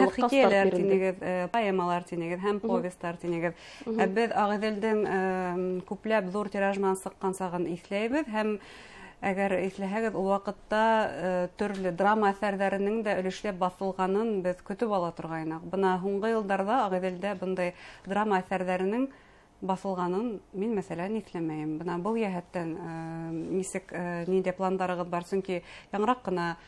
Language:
Bashkir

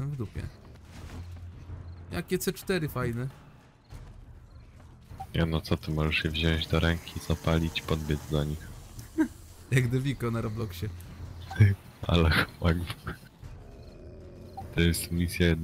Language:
Polish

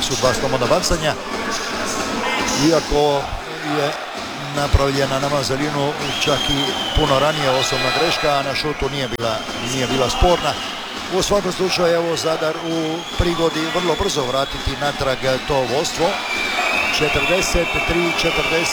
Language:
Croatian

